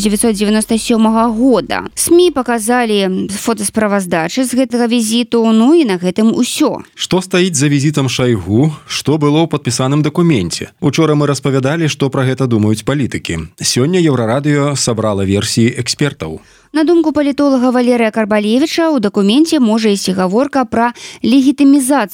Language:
Belarusian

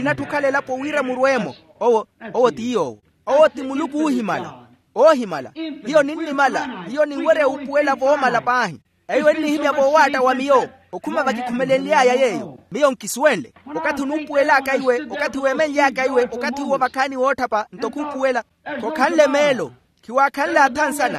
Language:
Makhuwa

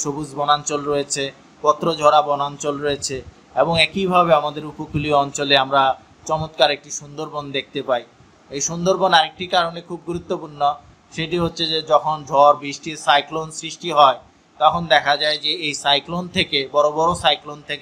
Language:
Bangla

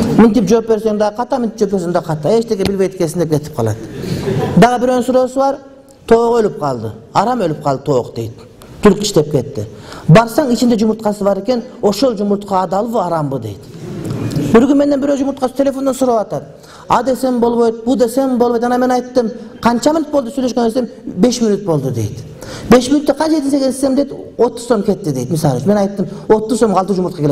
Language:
Kyrgyz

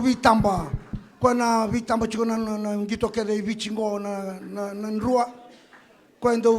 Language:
Fijian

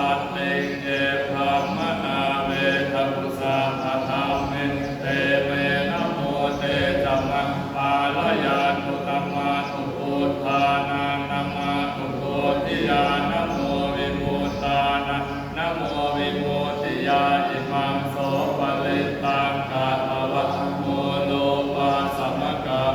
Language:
Pali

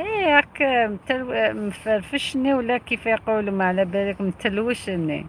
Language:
Algerian Arabic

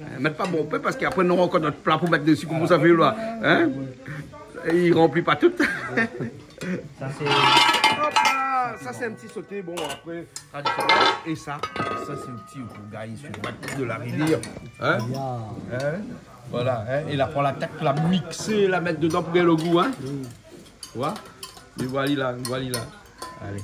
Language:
Réunion Creole French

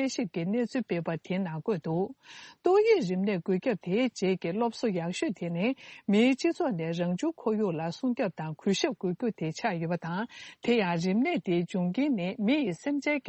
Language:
Tibetan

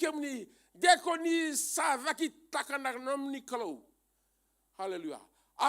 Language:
Fijian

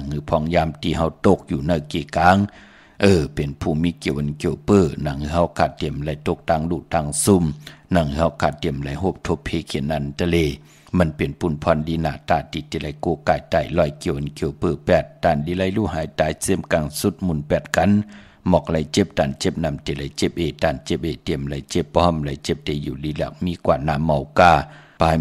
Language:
Shan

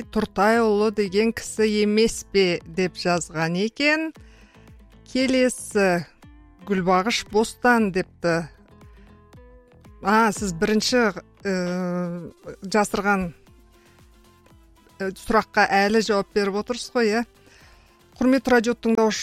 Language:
Kazakh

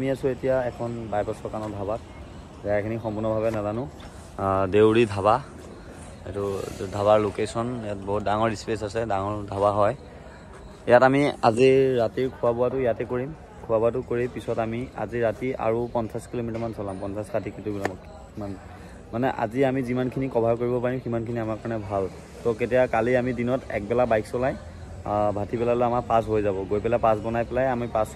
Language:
Assamese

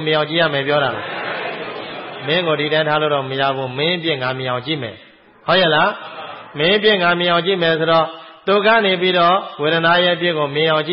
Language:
Burmese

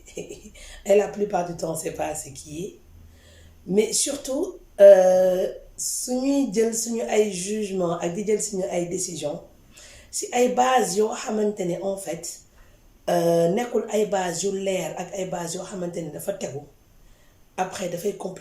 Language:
Wolof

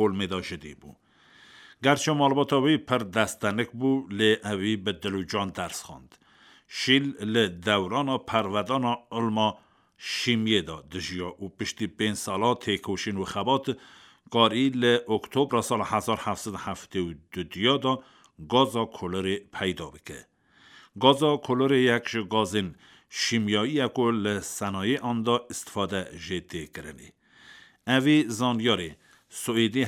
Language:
Kurdish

